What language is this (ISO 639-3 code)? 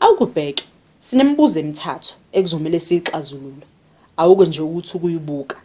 zul